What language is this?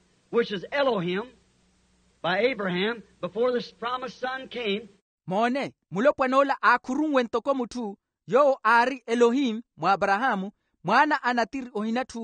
Makhuwa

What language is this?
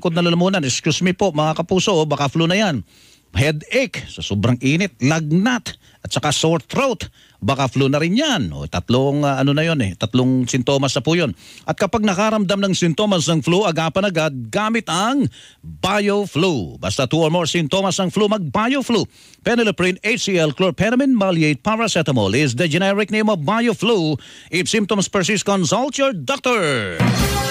Filipino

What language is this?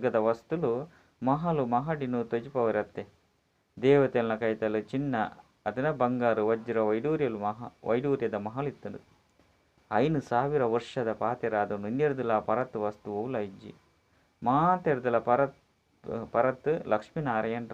Tulu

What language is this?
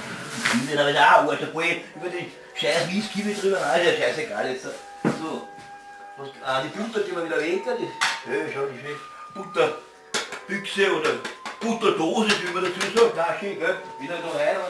Bavarian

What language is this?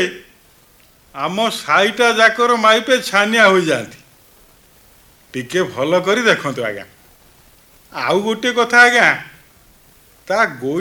Odia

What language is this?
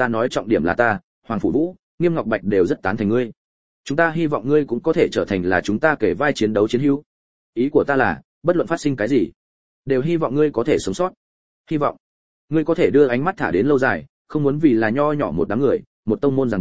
Vietnamese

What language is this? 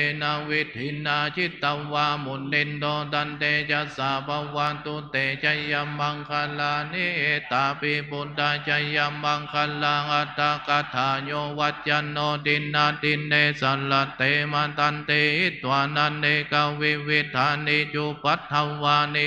Pali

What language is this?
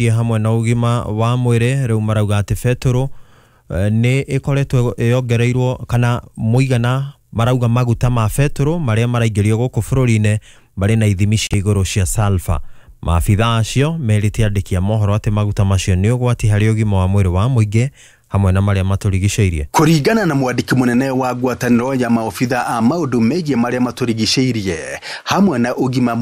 Kikuyu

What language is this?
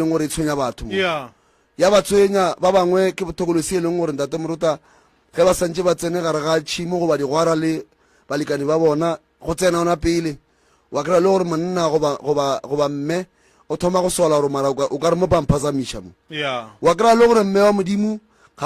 Northern Sotho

